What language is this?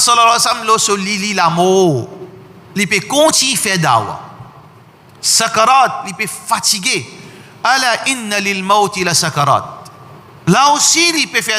Morisyen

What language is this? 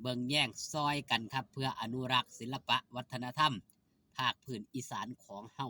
Northeastern Thai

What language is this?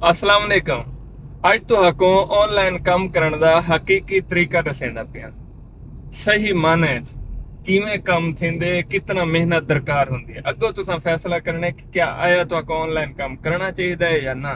Saraiki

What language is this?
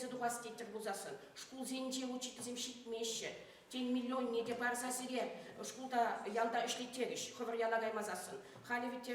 Chuvash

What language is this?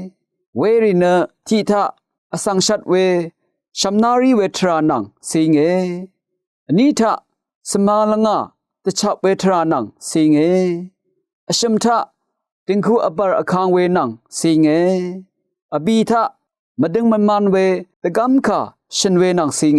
Rawang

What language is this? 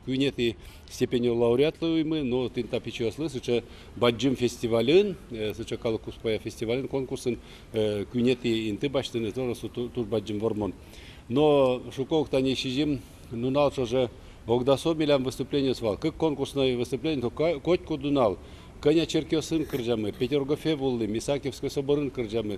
Udmurt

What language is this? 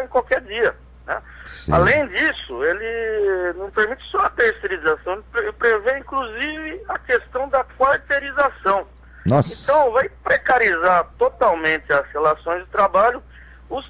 Portuguese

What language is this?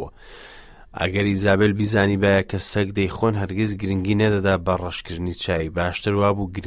Central Kurdish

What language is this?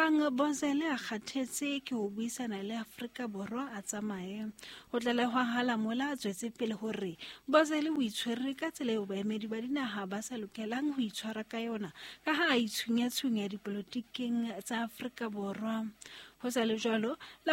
Southern Sotho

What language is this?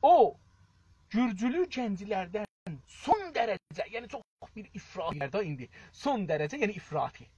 South Azerbaijani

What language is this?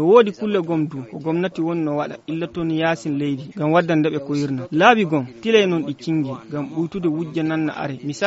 Fula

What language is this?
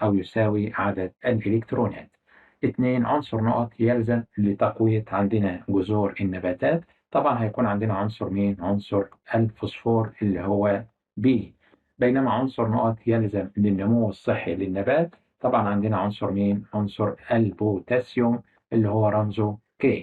Egyptian Arabic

